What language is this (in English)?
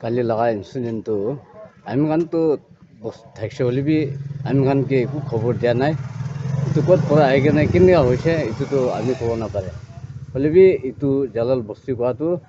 Naga Pidgin